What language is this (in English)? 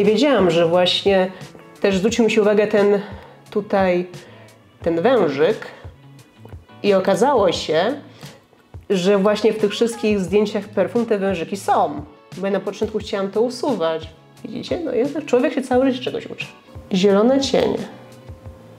Polish